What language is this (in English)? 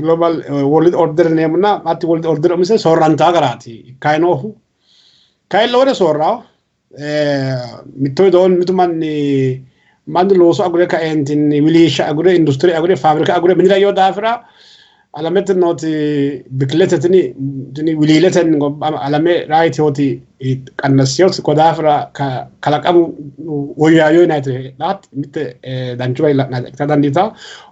Sidamo